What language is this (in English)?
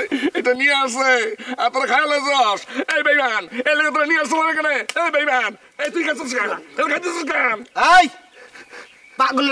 Bangla